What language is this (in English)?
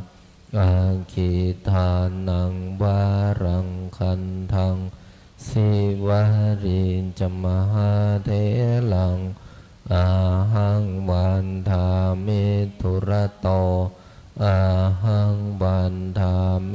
Pali